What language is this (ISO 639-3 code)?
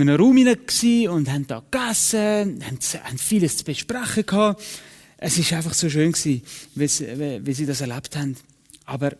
gsw